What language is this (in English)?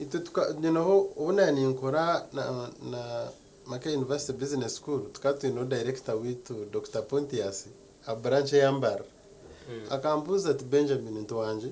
Nyankole